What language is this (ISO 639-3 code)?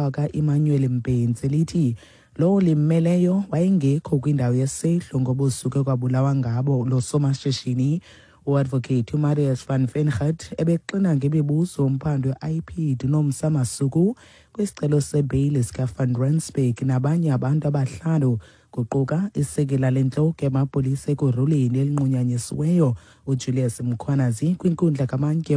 xho